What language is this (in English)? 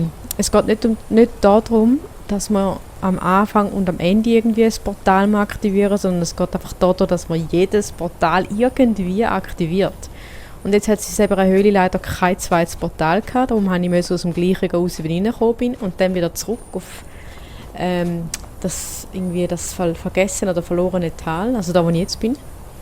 Swiss German